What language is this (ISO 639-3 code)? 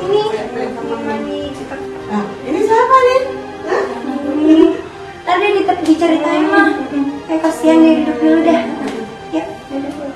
sas